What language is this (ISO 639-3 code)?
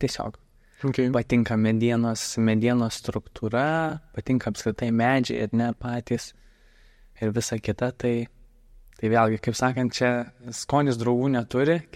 lit